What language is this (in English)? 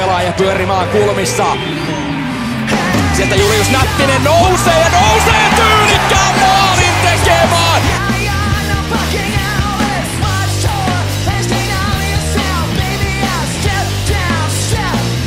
Finnish